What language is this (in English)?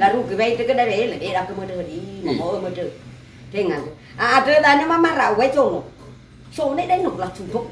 Nias